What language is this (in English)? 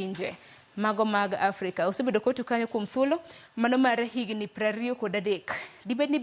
Luo (Kenya and Tanzania)